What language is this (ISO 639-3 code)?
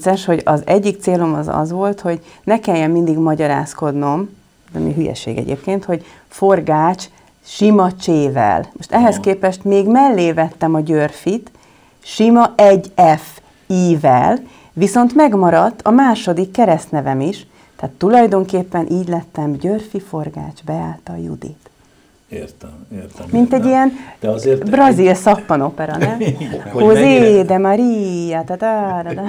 hun